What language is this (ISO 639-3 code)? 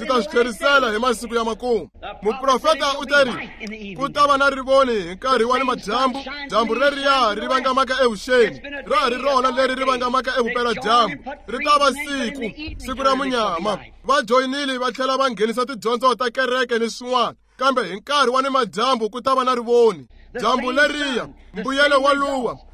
tso